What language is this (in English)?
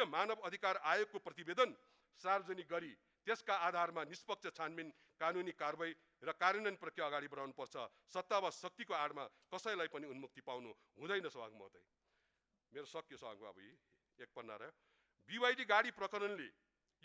Nepali